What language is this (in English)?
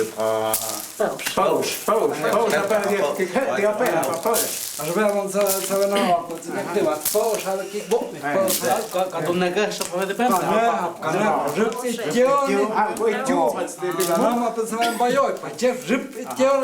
Totontepec Mixe